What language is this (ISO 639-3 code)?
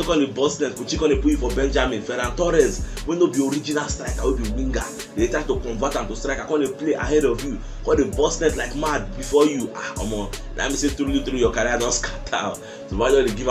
pcm